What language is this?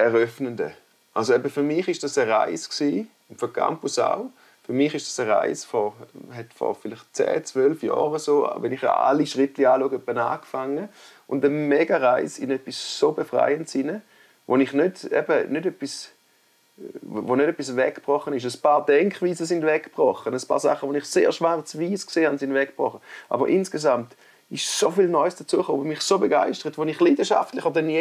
Swiss German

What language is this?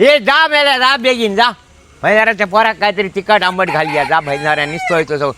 Konkani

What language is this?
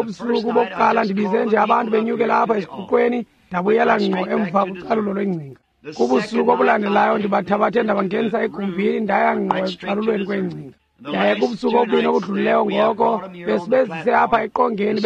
Xhosa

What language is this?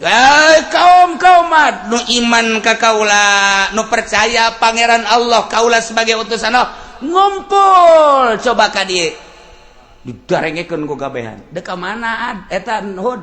Sundanese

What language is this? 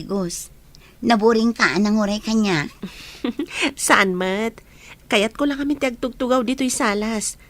Iloko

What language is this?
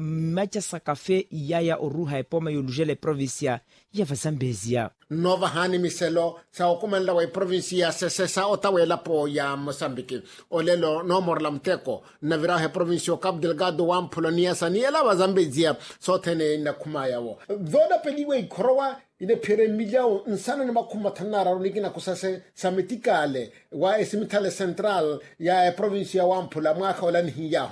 Makhuwa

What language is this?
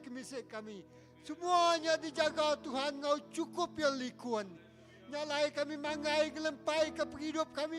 Iban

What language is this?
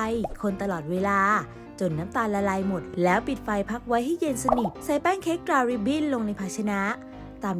Thai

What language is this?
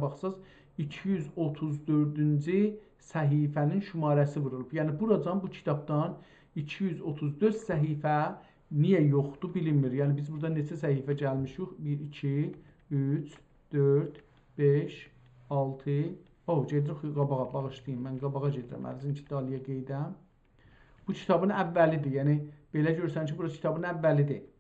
South Azerbaijani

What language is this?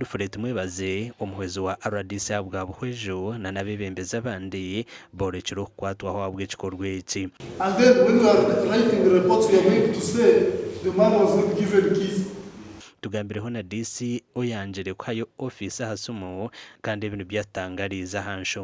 Nyankole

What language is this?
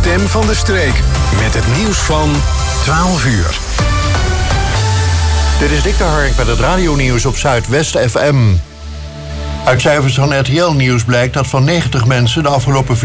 Dutch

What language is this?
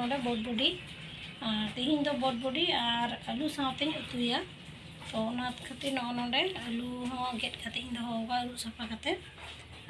Santali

